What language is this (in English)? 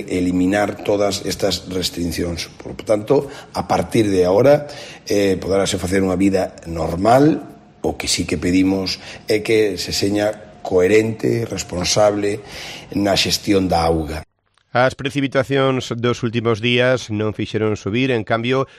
Galician